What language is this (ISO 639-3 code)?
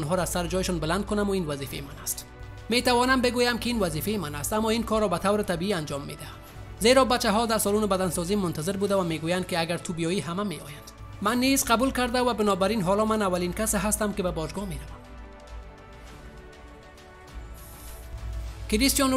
fas